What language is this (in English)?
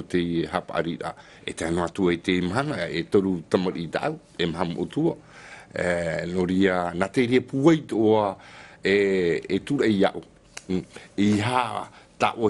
Tahitian